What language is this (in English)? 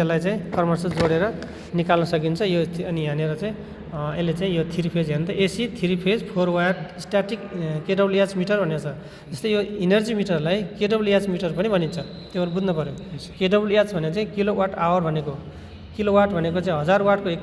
Nepali